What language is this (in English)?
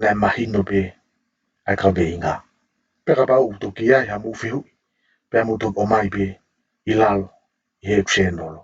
Tongan